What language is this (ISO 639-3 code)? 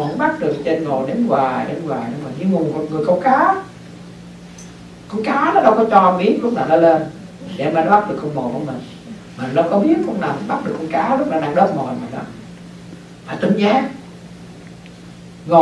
vie